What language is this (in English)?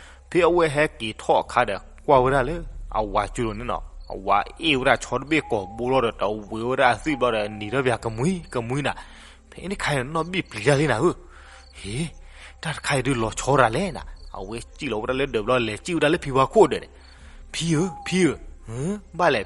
S'gaw Karen